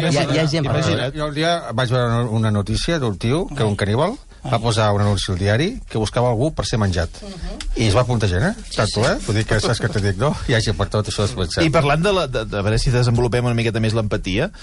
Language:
Catalan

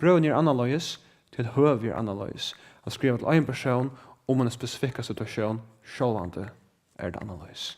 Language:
Faroese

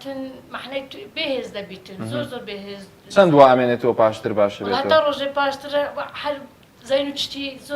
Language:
Central Kurdish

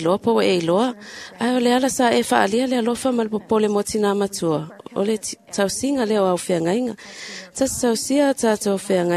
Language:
Samoan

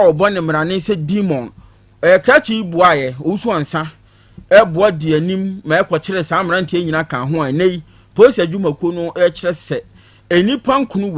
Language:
Akan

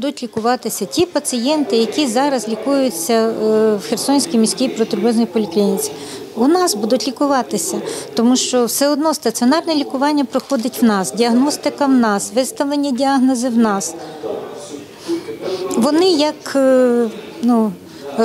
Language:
Ukrainian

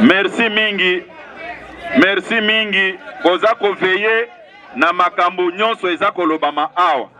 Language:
Lingala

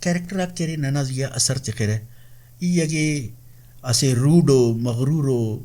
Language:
Brahui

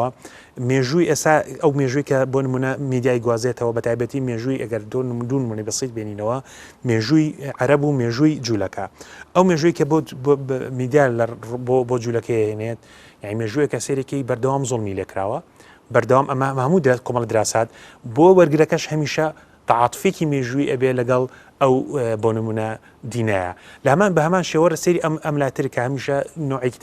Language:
Central Kurdish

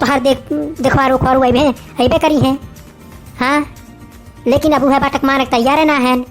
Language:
Awadhi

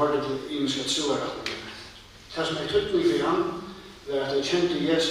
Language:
Faroese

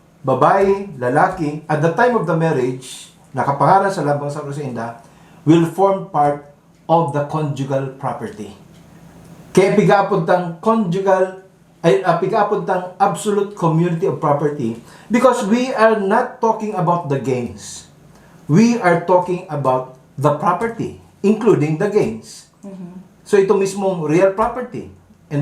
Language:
Bikol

